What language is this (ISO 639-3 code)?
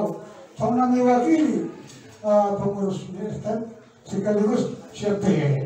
bbc